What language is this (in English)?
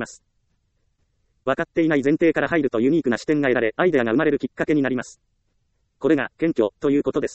Japanese